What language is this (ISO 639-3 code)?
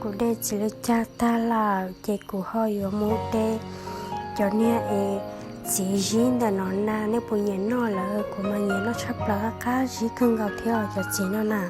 hmn